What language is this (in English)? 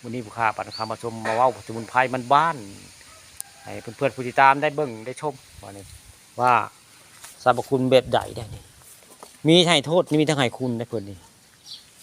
Northeastern Thai